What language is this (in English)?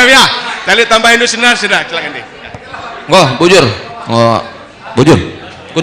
Batak Karo